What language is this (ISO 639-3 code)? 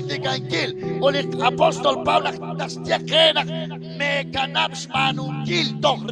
kek